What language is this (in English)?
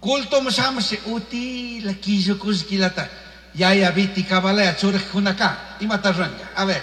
Chimborazo Highland Quichua